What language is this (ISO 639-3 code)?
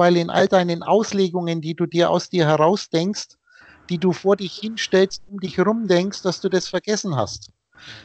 deu